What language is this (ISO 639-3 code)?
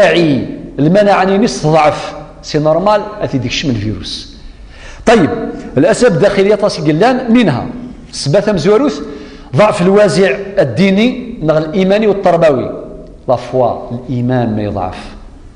kab